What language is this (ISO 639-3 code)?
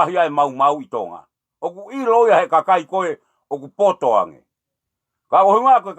ton